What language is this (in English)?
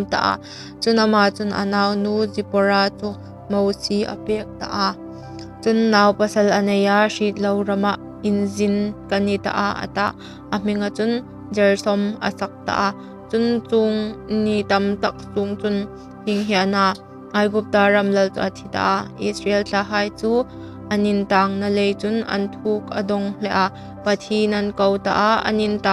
Hmar